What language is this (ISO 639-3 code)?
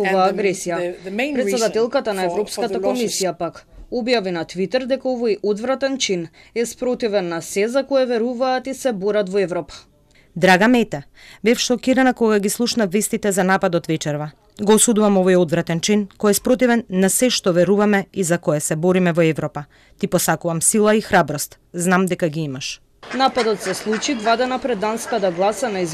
mkd